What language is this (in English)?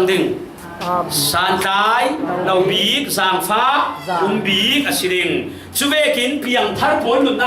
Falam Chin